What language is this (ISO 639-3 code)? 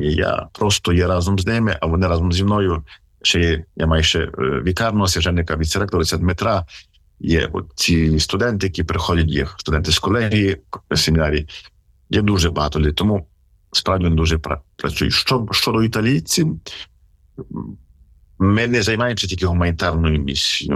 ukr